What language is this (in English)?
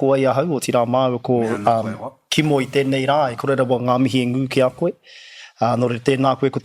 Māori